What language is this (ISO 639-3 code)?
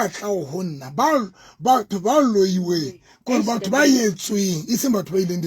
sot